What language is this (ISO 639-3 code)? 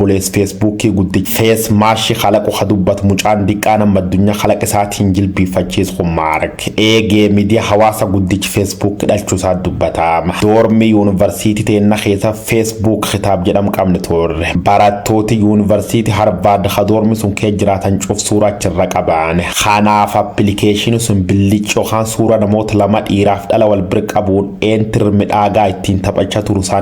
orm